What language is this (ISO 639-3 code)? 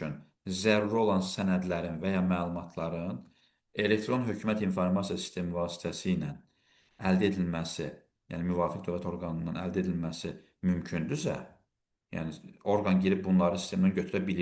aze